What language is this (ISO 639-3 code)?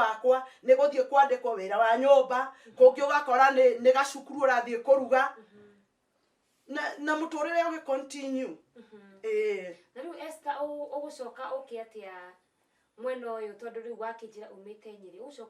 kik